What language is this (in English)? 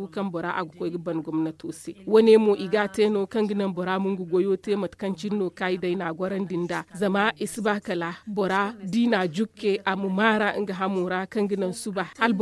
Zarma